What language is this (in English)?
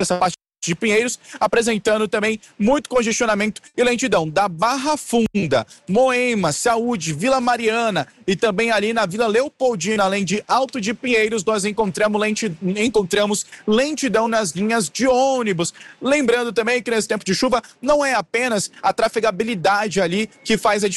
Portuguese